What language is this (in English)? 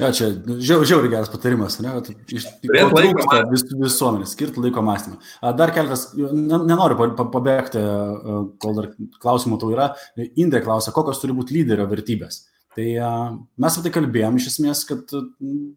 Lithuanian